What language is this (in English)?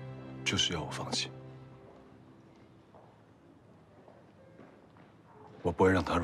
Chinese